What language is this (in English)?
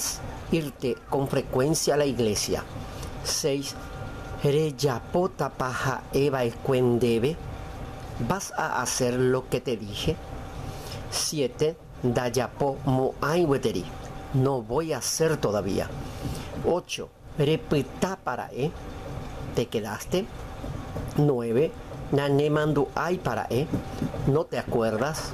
Guarani